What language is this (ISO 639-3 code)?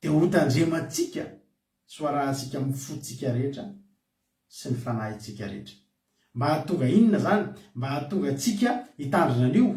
mlg